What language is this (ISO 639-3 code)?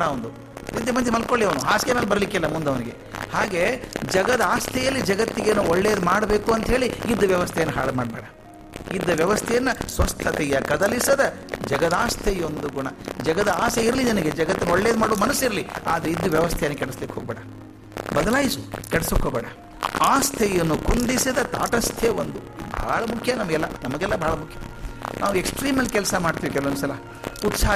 kan